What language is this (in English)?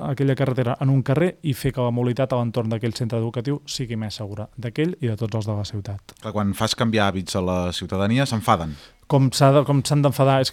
Catalan